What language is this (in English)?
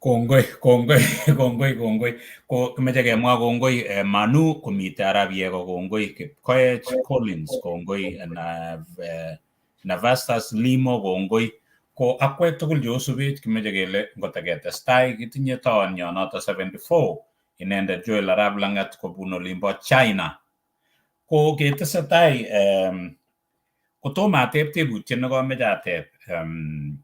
Kalenjin